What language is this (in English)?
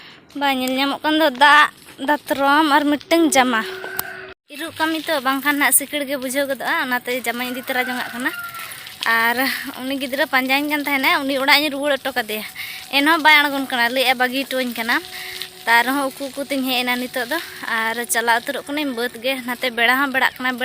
Santali